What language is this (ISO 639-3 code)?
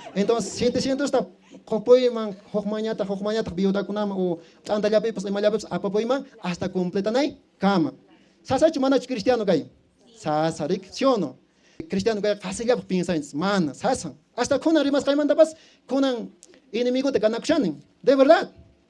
que